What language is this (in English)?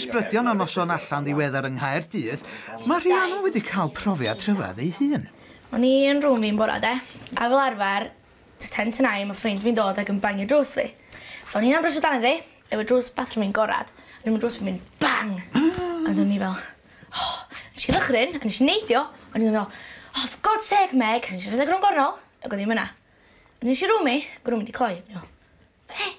Welsh